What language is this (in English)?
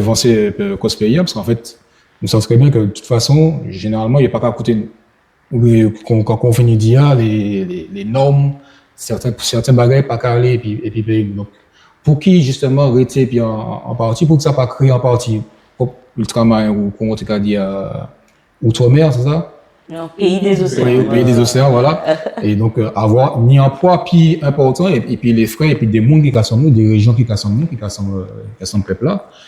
Guadeloupean Creole French